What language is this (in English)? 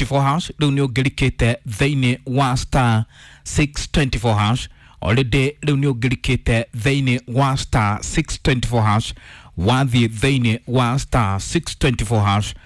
Kikuyu